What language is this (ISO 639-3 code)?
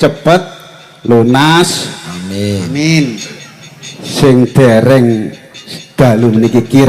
jav